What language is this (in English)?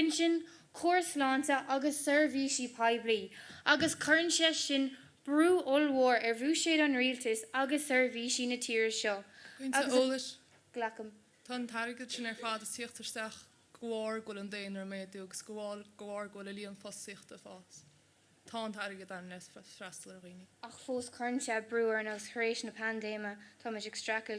Irish